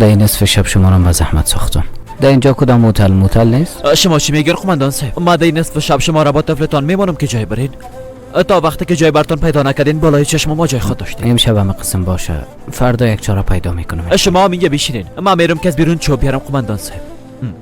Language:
Persian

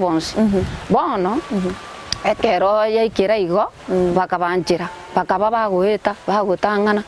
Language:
Gusii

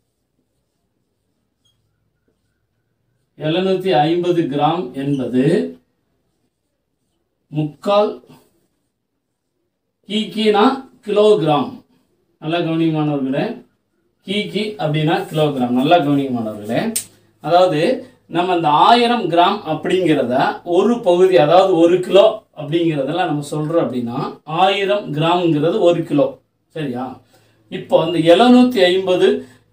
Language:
Tamil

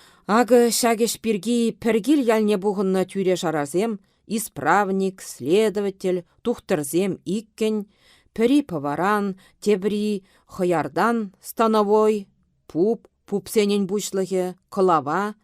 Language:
Chuvash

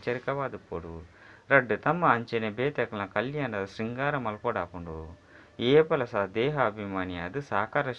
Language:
Tulu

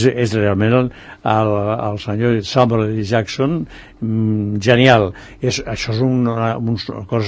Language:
Catalan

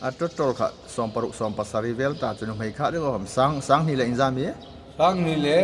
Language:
Hmar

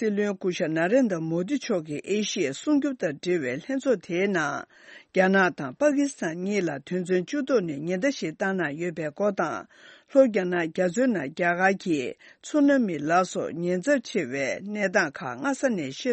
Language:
Tibetan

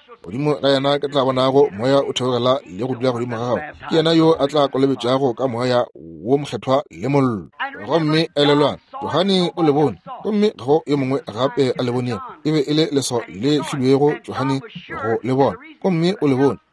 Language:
Northern Sotho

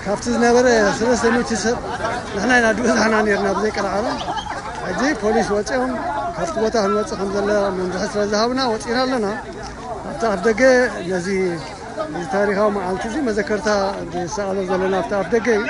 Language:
Tigrinya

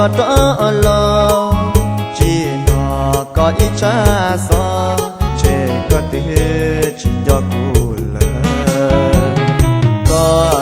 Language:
Hmong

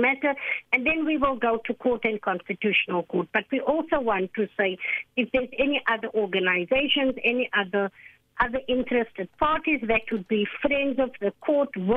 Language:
English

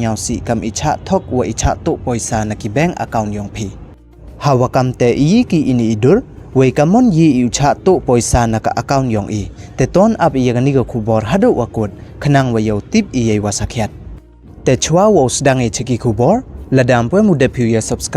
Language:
Pnar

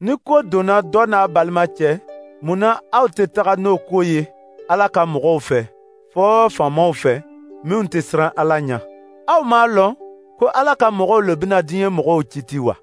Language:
Dyula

